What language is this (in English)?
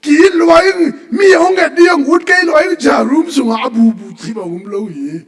Tedim Chin